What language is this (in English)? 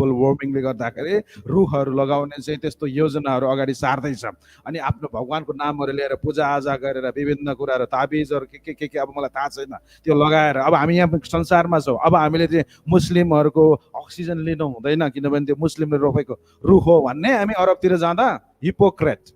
Nepali